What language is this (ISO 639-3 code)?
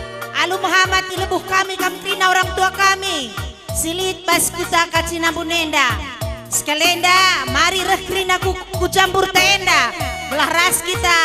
btx